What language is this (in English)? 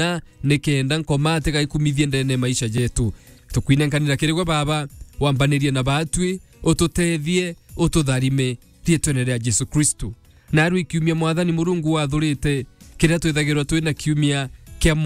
Meru